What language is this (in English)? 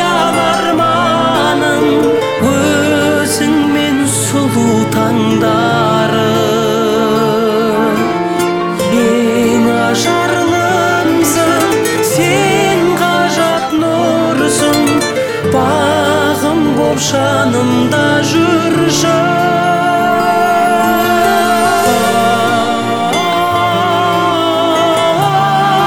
Kazakh